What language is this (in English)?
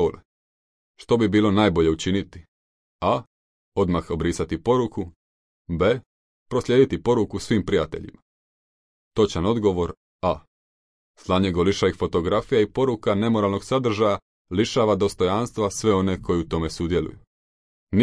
Croatian